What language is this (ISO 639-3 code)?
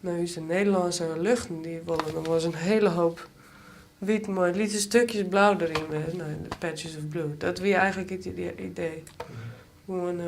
fry